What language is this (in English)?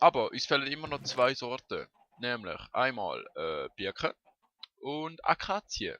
Swiss German